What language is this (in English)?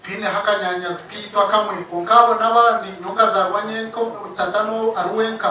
Nyankole